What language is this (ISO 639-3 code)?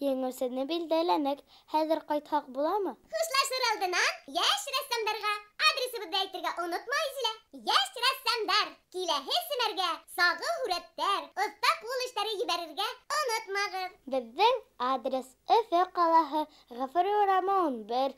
bak